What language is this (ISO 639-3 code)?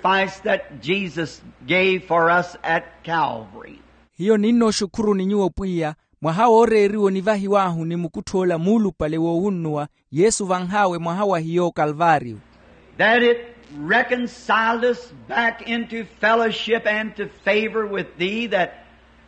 vmw